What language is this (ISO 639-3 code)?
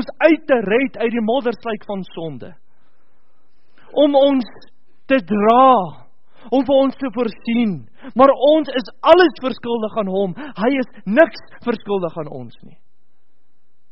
afr